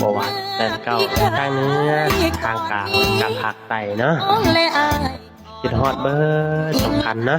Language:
Lao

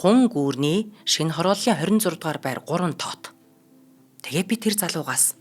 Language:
Mongolian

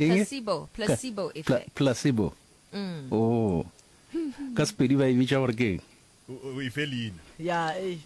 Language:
Northern Sotho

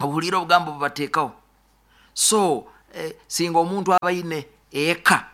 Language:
Nyoro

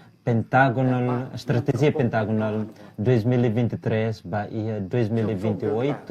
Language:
Tetum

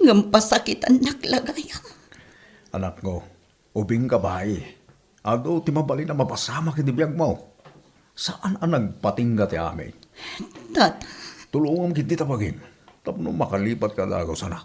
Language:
Iloko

